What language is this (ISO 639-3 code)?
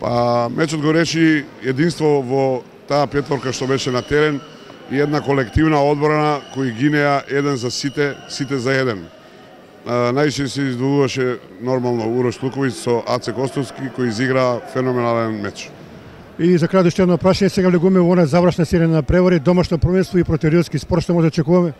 mkd